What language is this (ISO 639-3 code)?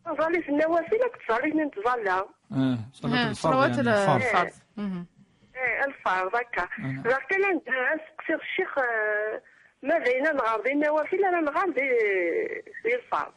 kab